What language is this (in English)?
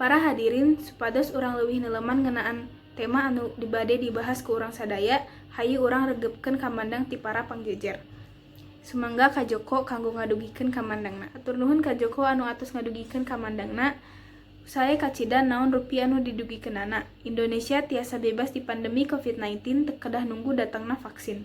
Sundanese